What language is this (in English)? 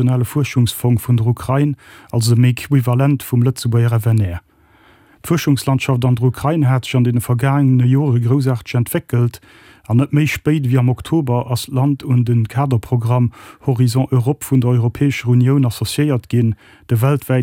Luxembourgish